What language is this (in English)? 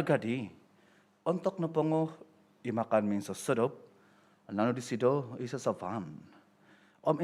Central Dusun